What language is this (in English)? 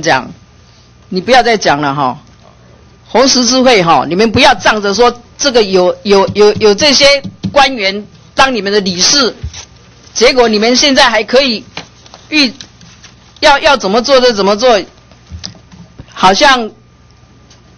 Chinese